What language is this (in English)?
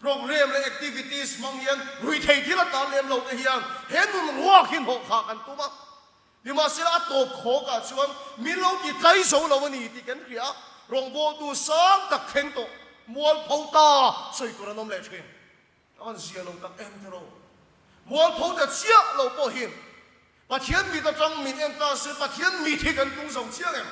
Mizo